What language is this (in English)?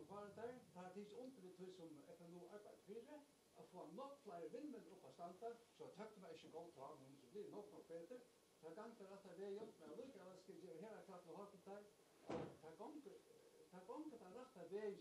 Faroese